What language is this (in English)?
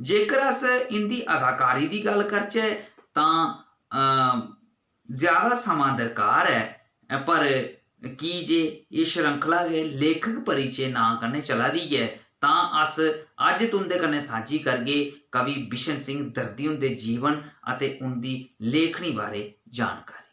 Dogri